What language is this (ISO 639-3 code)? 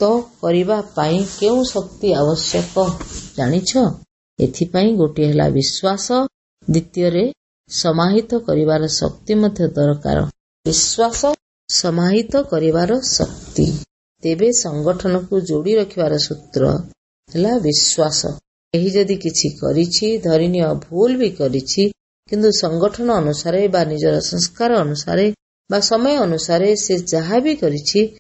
ori